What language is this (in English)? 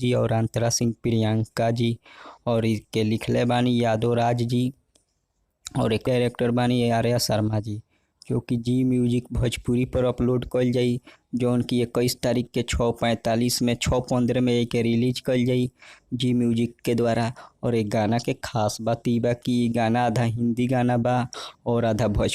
Bhojpuri